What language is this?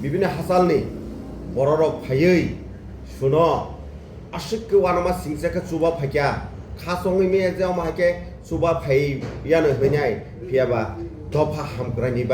Kok Borok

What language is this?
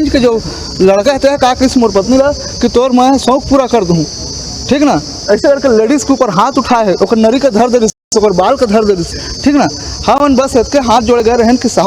Chhattisgarhi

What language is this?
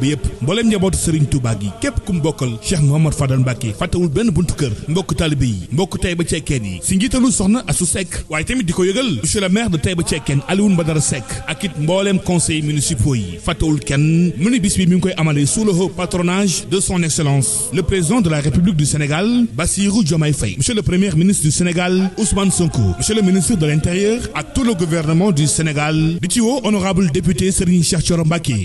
Wolof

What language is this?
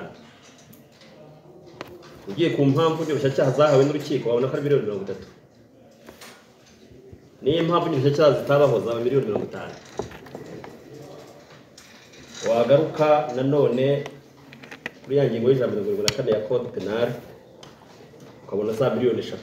Kinyarwanda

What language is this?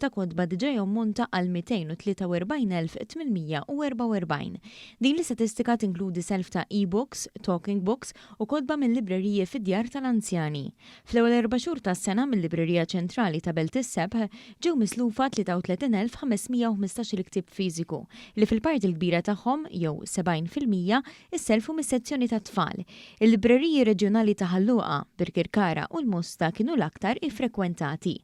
Maltese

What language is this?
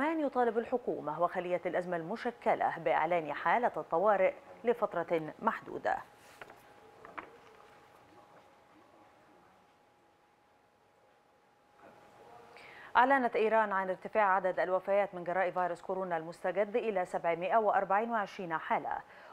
Arabic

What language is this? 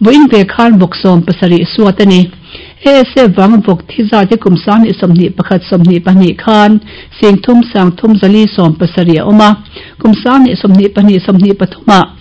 Mizo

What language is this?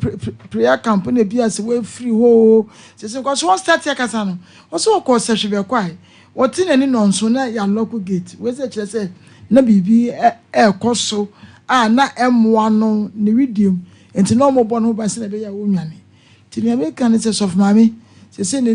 Akan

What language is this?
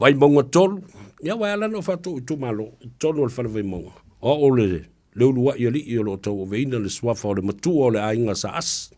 Samoan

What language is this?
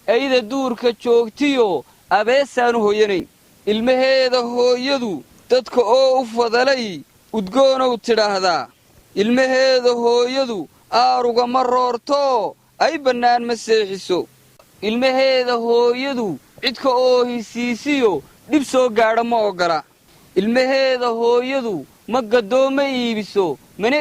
Somali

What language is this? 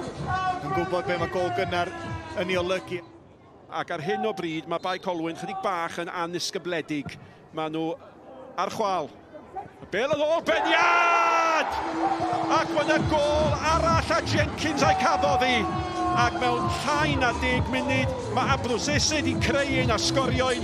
Welsh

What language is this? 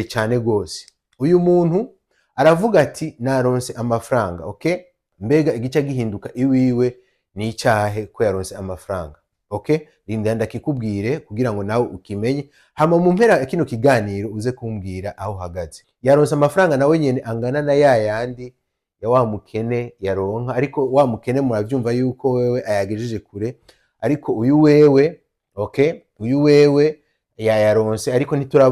Rundi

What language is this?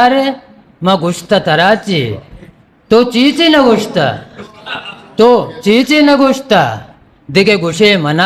Eastern Balochi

